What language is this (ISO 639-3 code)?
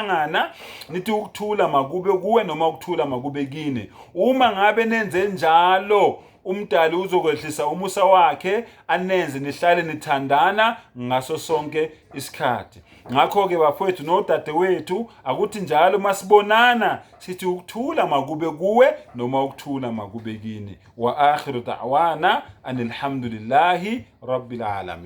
zul